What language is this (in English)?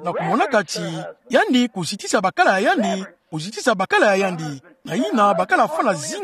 Kituba (Democratic Republic of Congo)